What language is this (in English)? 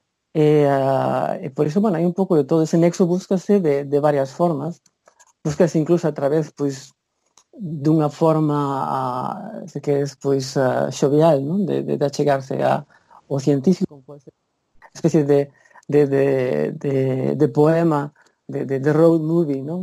Galician